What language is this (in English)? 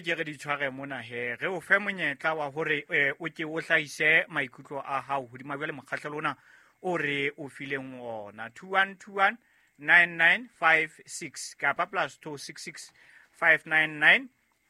Southern Sotho